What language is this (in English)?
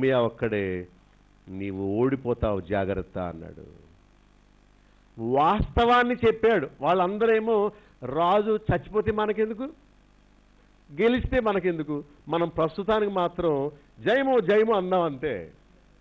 Telugu